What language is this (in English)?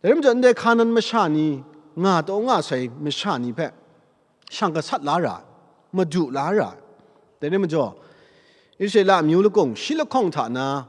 Kachin